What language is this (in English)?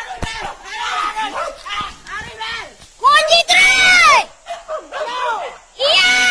Minangkabau